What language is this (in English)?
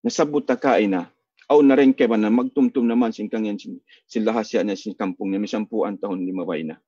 Tausug